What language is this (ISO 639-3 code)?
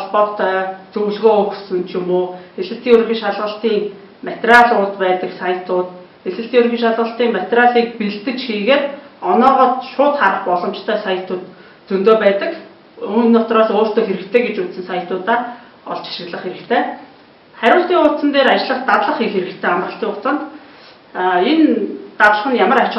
mon